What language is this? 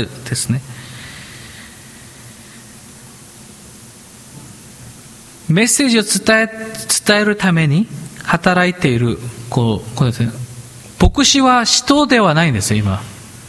Japanese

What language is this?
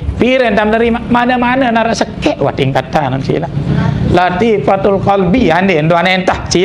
Sasak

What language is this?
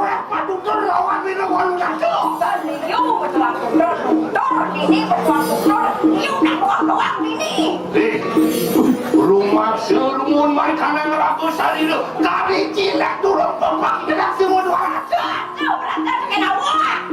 Balinese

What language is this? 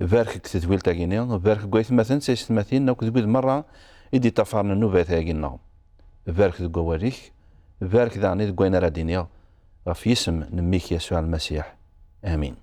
Kabyle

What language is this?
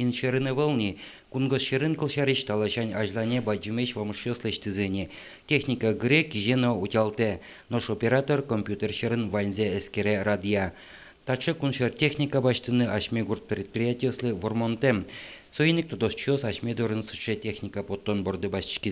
Udmurt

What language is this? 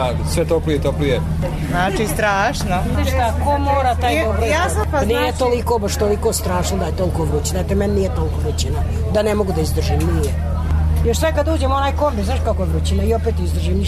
Serbian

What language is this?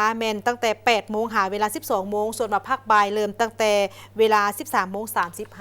Lao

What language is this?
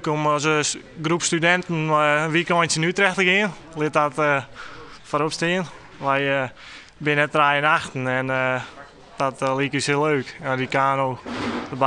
Western Frisian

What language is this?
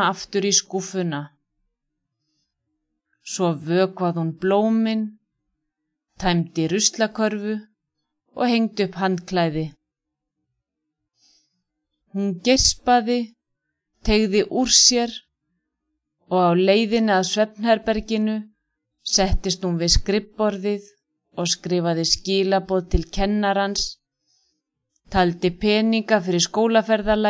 Icelandic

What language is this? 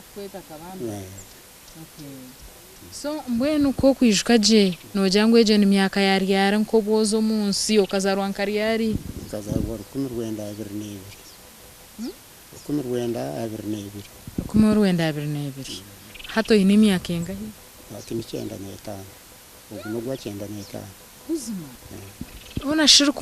Nyankole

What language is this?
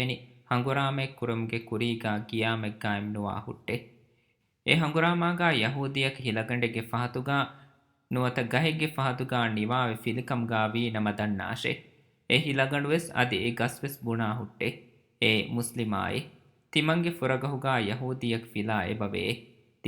Divehi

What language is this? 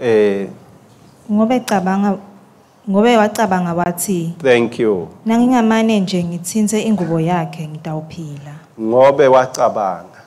Swati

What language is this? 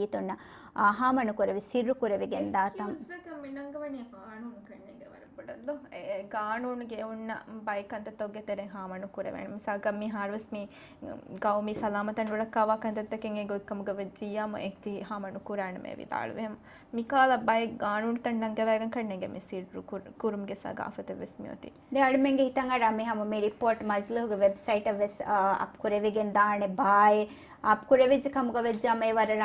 Divehi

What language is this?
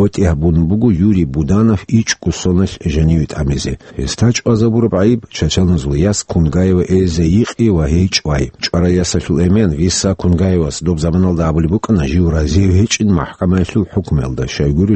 Avaric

